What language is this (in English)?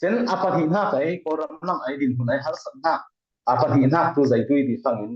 Falam Chin